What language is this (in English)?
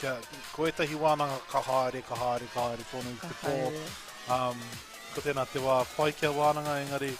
Māori